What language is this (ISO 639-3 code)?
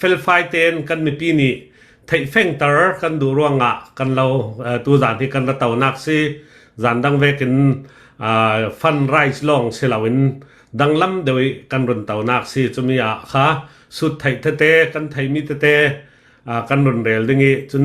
cnh